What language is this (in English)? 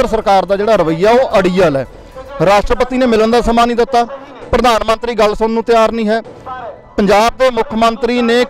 Punjabi